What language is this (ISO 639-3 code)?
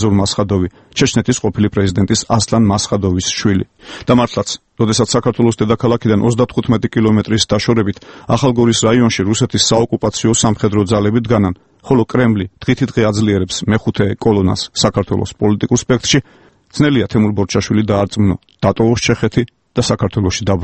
kat